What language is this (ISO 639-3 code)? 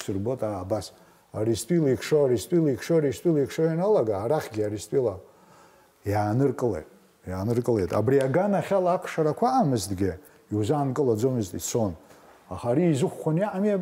abk